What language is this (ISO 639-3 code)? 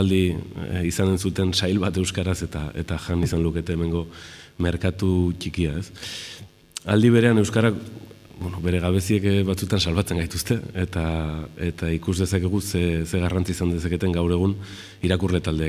eus